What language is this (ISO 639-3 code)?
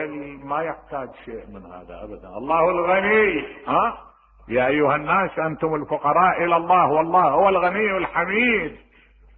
acm